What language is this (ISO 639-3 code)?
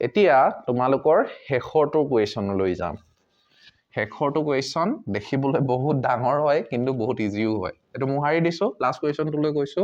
asm